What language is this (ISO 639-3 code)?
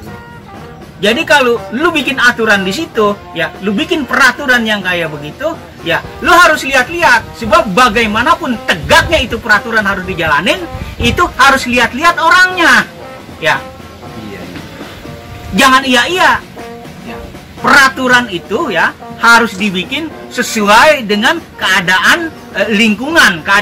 bew